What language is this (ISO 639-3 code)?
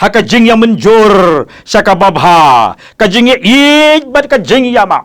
kha